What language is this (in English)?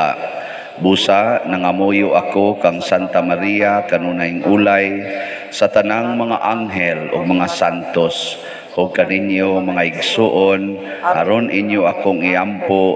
Cebuano